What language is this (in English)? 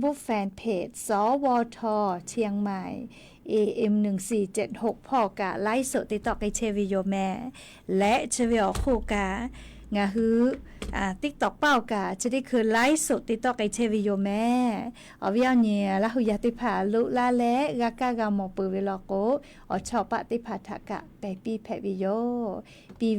Lahu